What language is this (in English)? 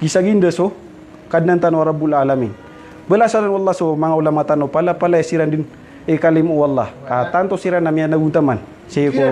Maranao